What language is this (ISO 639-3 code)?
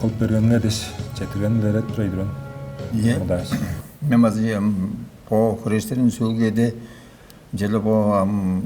tyv